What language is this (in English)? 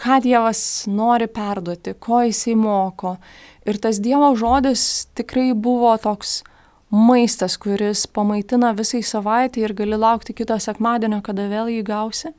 Lithuanian